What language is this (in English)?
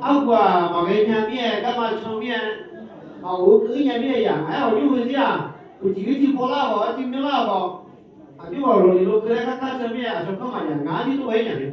Akha